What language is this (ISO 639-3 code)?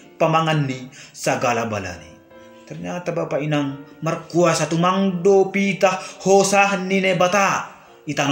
bts